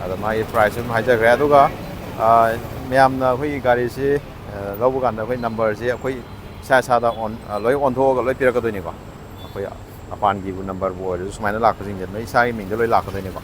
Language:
Manipuri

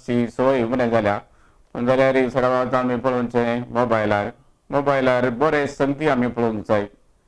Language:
Konkani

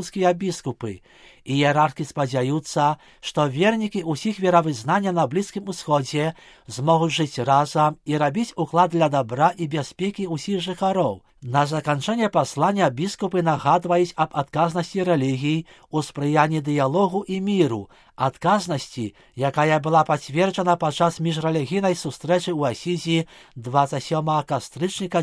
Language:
Belarusian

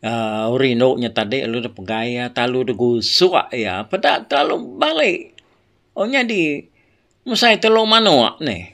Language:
Iban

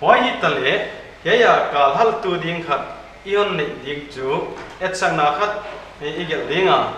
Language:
Paite Chin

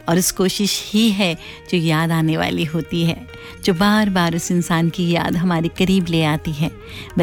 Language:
Hindi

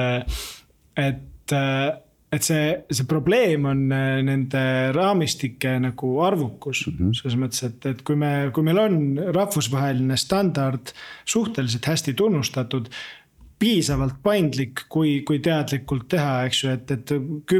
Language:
Estonian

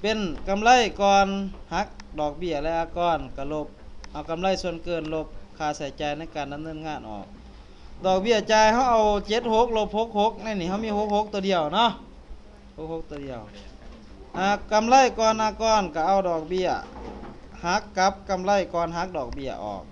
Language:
Lao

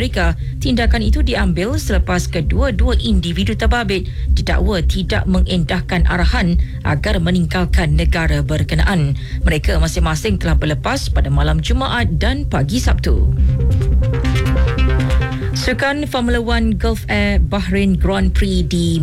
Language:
Malay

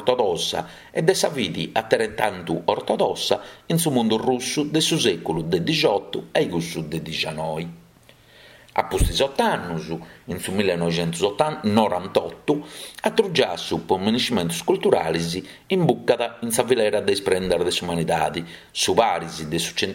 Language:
Sardinian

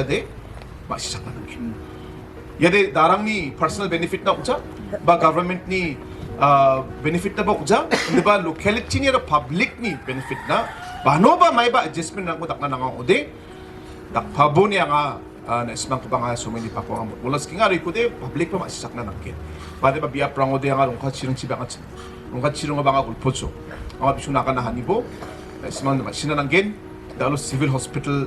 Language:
Garo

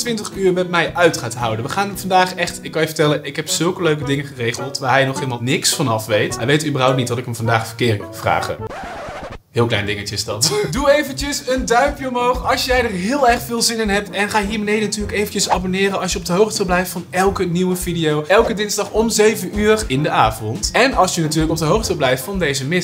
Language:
Dutch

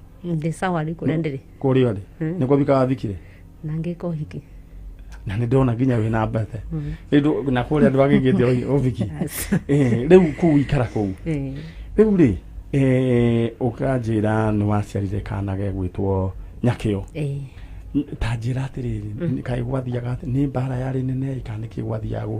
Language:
Kikuyu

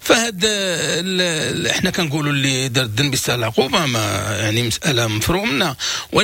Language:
Moroccan Arabic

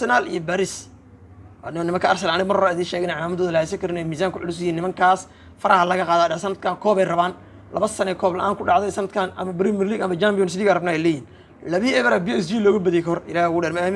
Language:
Somali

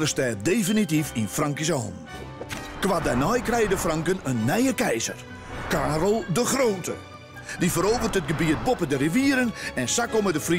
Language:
Western Frisian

